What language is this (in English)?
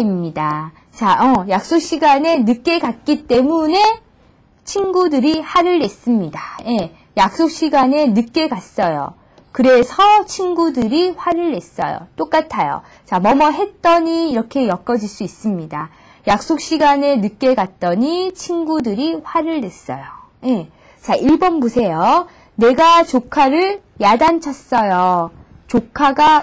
Korean